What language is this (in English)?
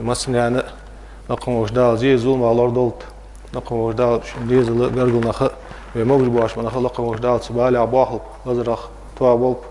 Ingush